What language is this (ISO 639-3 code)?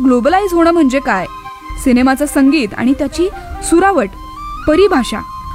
mar